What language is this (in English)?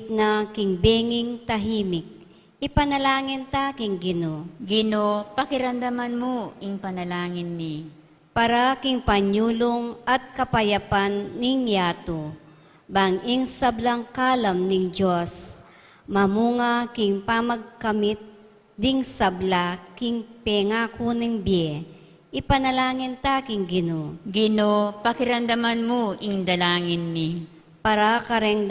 Pampanga